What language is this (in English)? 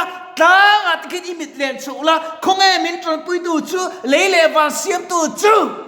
Mizo